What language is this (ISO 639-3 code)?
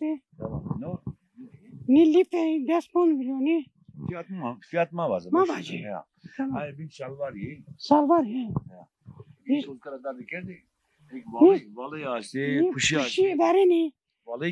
zza